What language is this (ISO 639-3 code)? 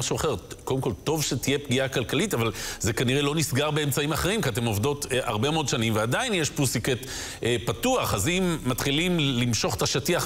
heb